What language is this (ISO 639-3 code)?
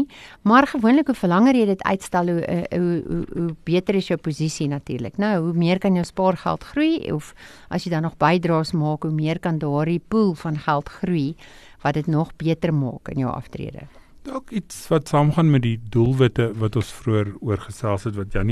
afr